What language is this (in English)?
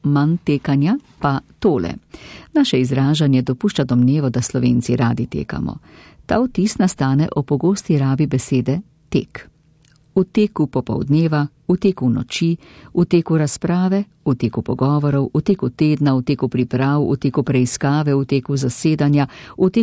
Slovenian